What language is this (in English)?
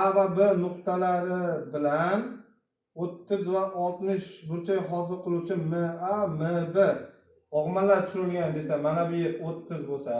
Uzbek